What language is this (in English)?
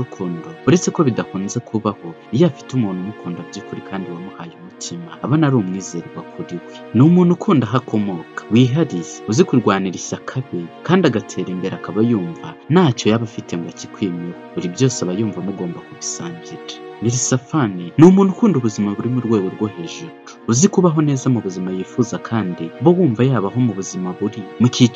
Kinyarwanda